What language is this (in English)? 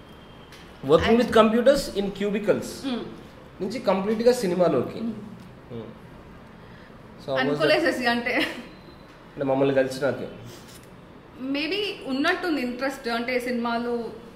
Telugu